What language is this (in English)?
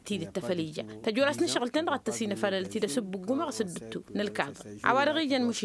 Tamasheq